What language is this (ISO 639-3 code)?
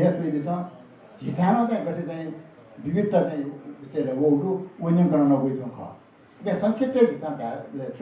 new